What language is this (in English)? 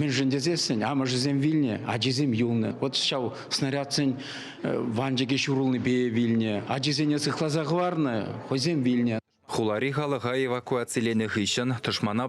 Chuvash